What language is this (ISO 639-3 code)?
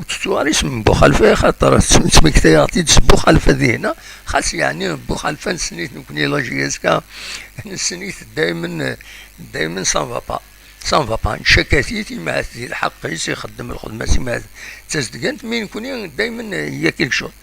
kab